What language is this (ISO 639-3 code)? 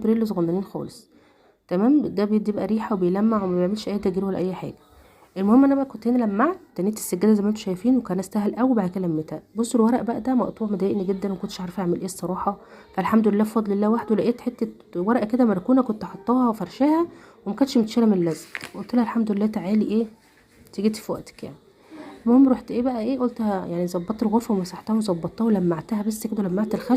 arz